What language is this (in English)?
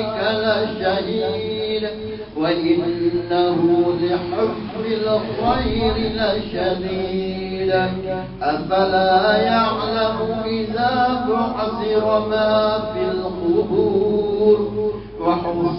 Arabic